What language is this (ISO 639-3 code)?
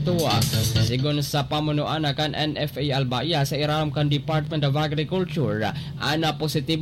bik